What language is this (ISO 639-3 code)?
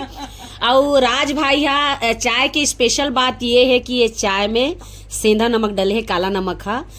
hne